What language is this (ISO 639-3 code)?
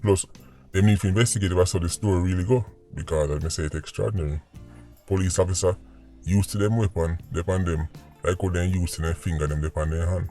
jam